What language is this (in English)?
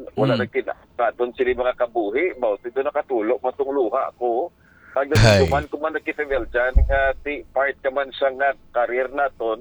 Hiligaynon